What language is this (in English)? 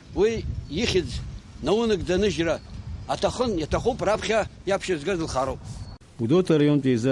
Abkhazian